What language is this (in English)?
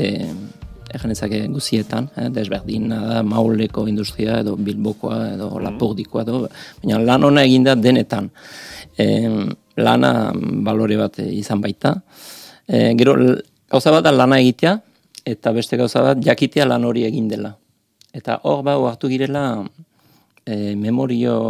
Basque